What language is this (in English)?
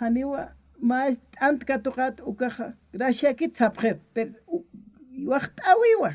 Aymara